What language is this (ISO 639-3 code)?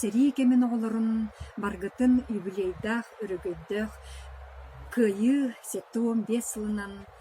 sah